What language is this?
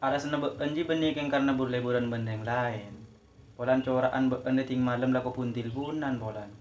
Madurese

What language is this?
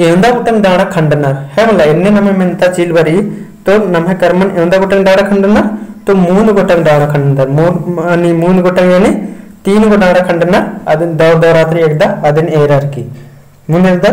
Kurukh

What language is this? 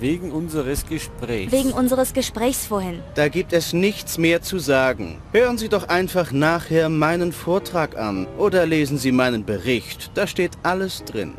Bavarian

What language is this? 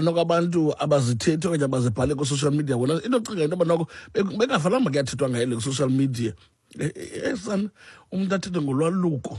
Xhosa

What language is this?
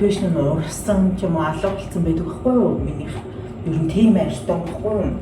Mongolian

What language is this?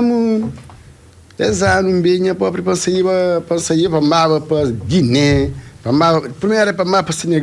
Kabuverdianu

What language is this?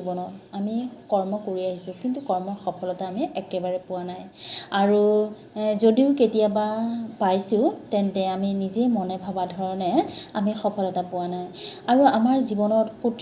Assamese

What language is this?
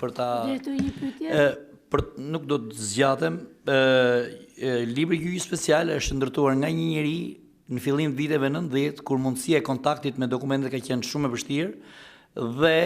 Albanian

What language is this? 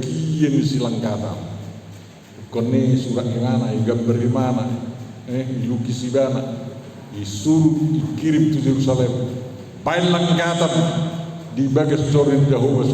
Batak Toba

